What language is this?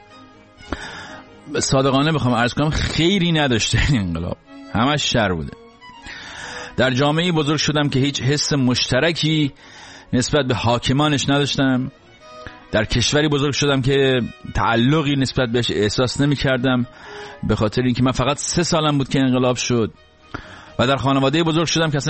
Persian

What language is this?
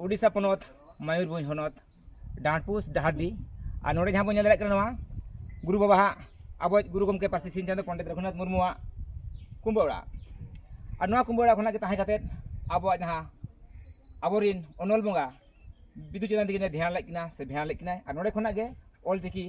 Santali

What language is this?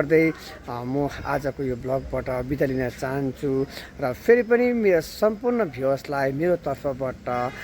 Nepali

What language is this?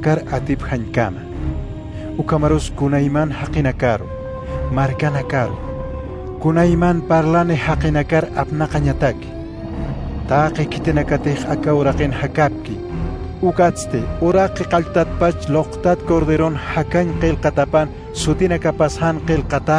Aymara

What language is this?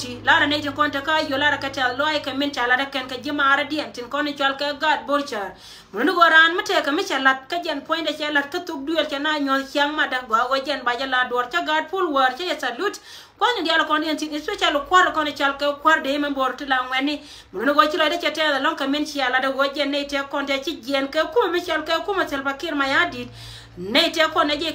Nuer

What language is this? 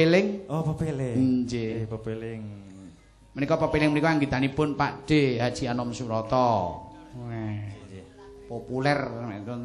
Javanese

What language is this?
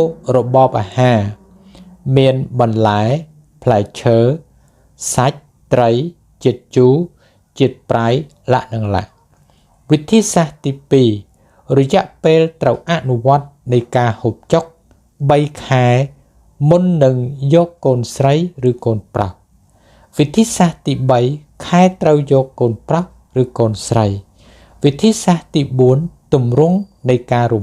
Khmer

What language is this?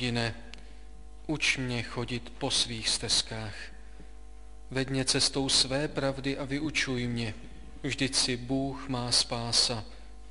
Czech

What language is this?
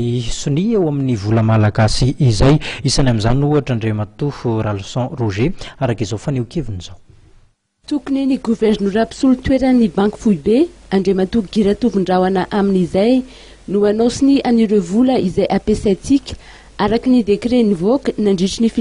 Malagasy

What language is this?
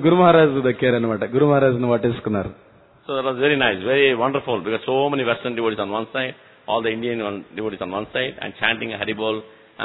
Telugu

